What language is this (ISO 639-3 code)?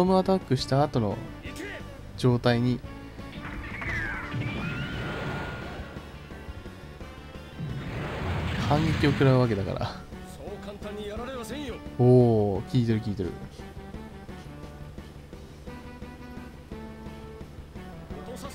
jpn